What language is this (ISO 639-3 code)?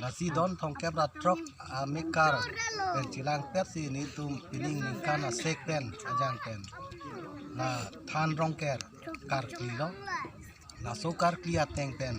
mjw